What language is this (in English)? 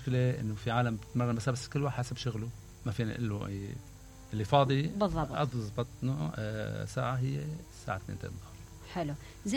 Mesopotamian Arabic